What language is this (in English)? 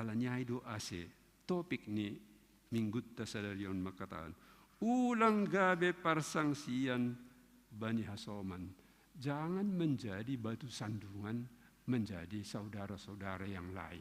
Batak Simalungun